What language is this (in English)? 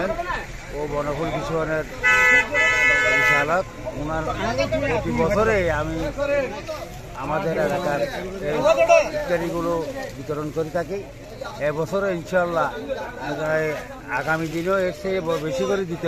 Bangla